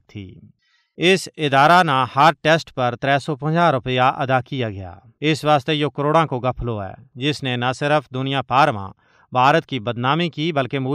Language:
Gujari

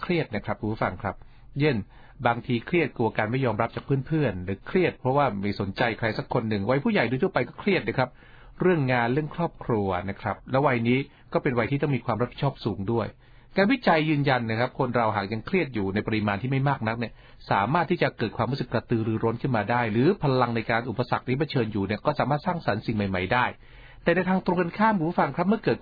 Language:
Thai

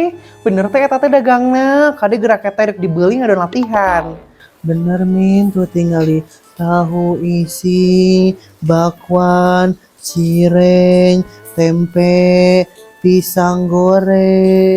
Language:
Sundanese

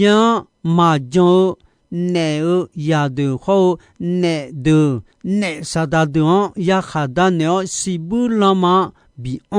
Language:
Akha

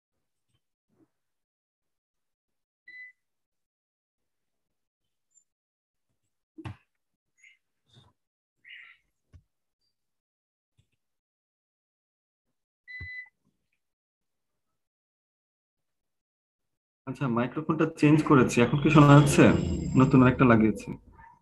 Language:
Bangla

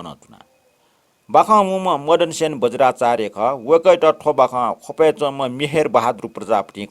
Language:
Newari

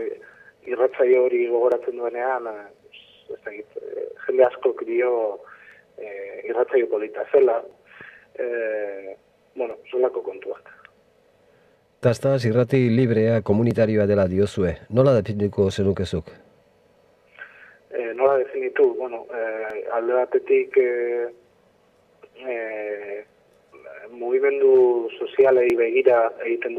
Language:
Basque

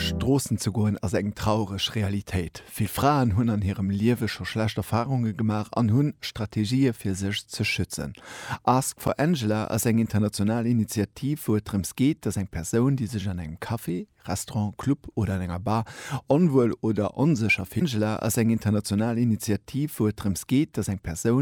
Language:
Luxembourgish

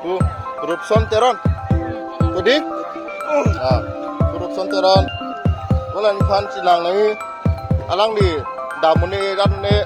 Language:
Karbi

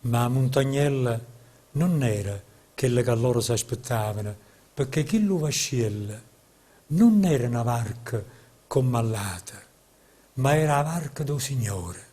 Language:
Neapolitan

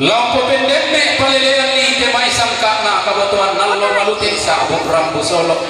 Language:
Toraja-Sa'dan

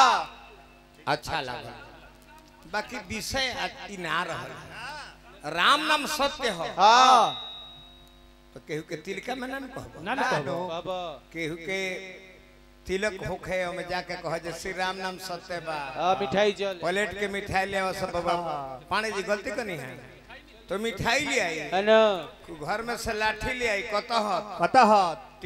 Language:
Bhojpuri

